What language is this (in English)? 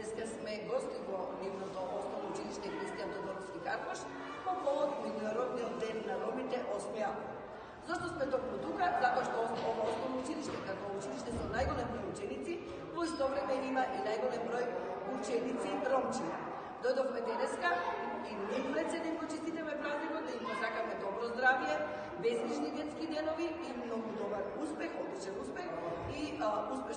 Macedonian